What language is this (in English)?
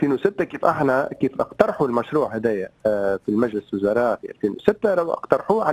Tunisian Arabic